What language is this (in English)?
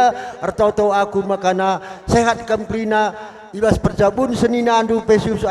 Batak Karo